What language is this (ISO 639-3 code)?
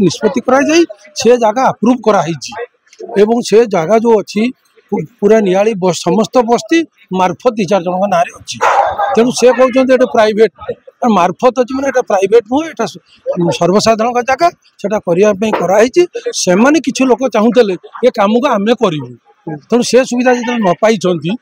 ori